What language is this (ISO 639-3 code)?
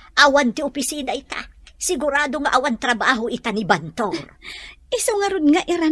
ilo